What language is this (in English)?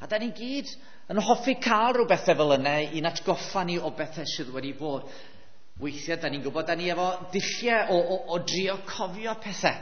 Welsh